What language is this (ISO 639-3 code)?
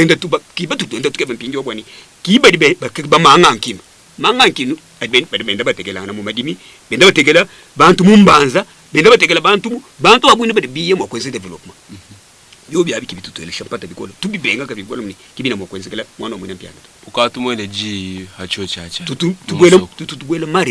lua